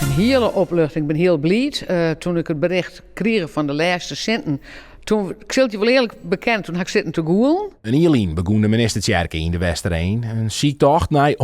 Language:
Western Frisian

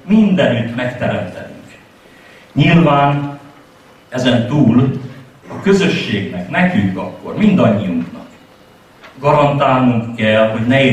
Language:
Hungarian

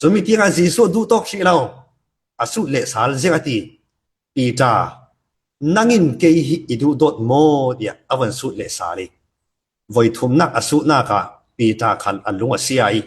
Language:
Falam Chin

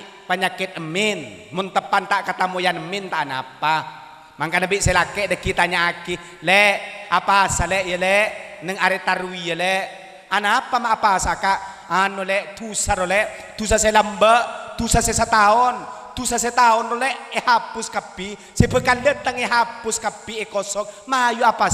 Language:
Madurese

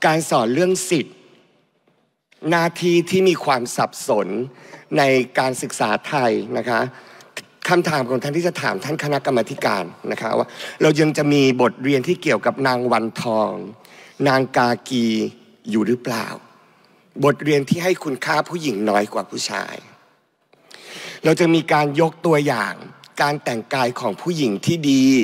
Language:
Thai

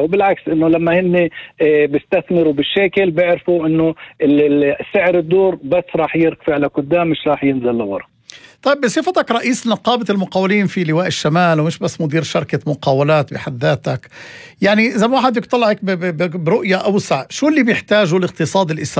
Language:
North Levantine Arabic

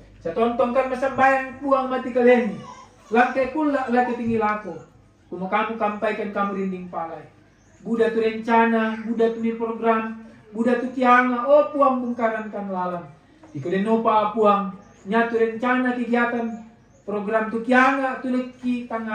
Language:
Toraja-Sa'dan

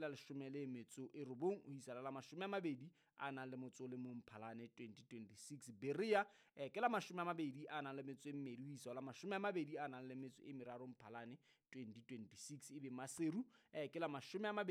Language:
Southern Sotho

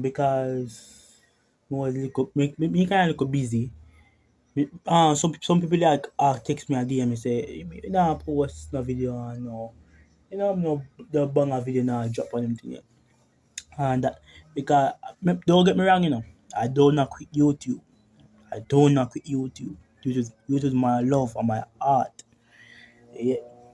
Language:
Jamaican Creole English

